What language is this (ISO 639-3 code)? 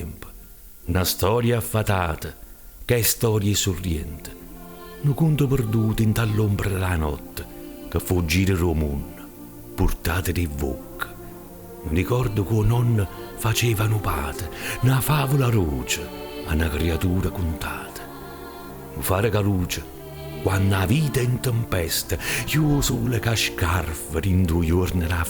nap